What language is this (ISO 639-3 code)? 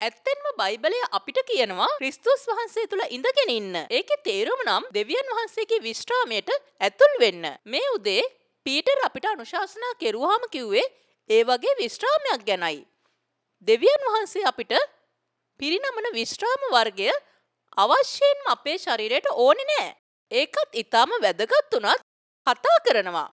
sin